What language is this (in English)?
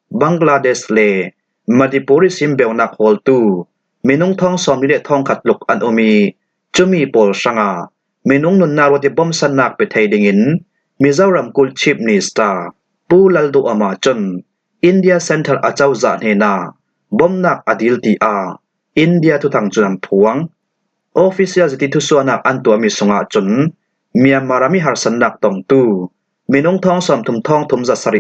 Falam Chin